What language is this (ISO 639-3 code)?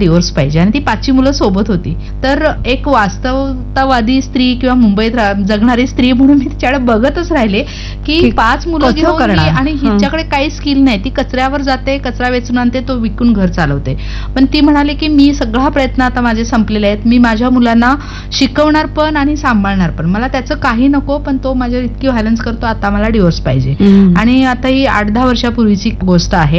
mar